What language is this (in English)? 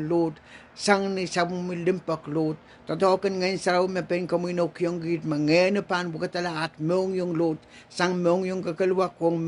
Pohnpeian